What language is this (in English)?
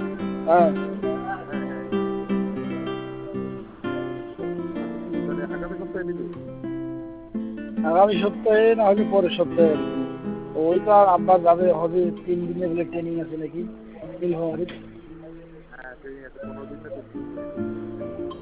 Bangla